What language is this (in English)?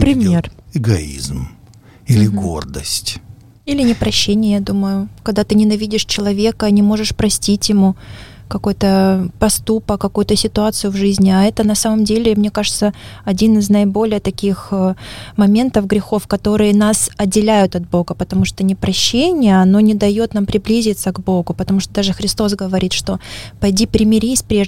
Russian